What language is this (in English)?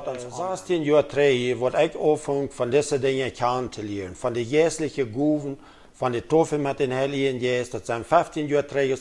Plautdietsch